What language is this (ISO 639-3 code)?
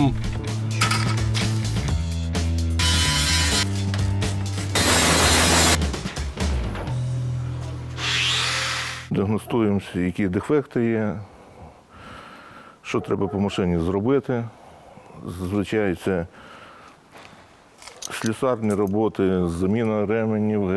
ukr